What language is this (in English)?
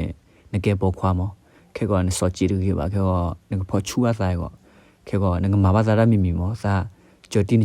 S'gaw Karen